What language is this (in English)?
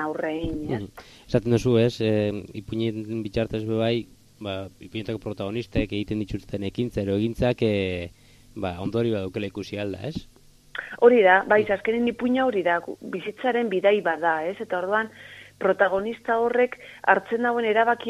Basque